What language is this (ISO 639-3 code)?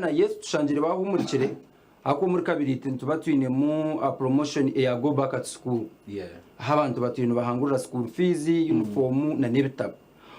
nyn